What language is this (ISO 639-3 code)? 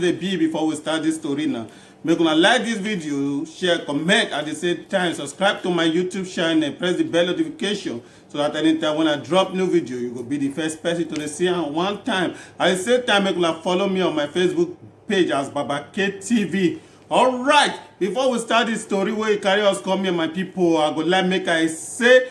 pcm